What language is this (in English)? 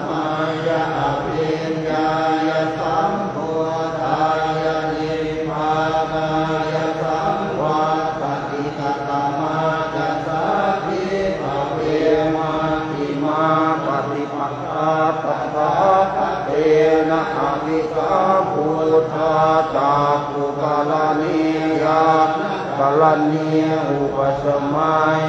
Pali